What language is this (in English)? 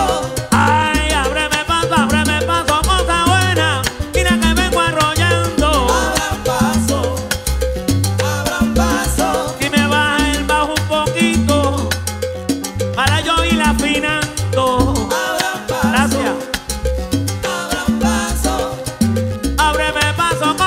Spanish